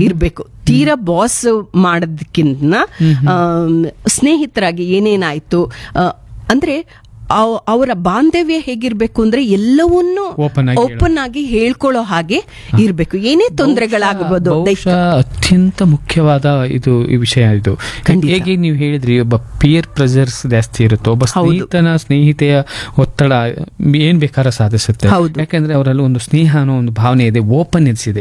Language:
Kannada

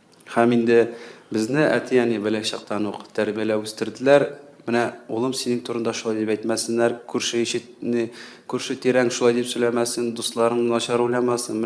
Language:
Tatar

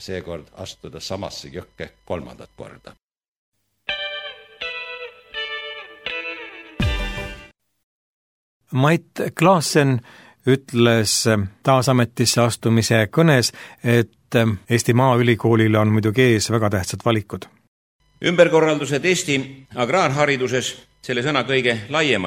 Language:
Estonian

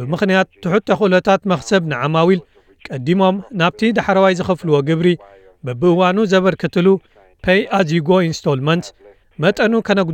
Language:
Tigrinya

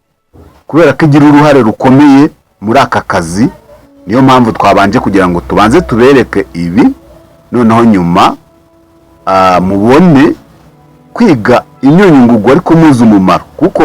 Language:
Kinyarwanda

